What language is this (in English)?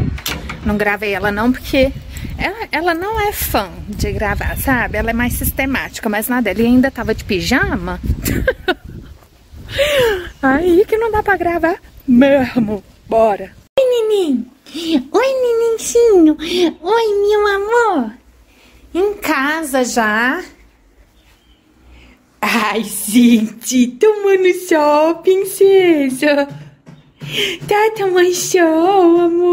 Portuguese